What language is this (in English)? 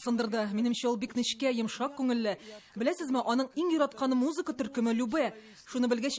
Tatar